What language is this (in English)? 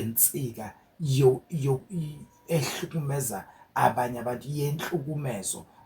Zulu